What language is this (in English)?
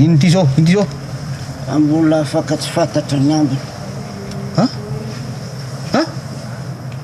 Malagasy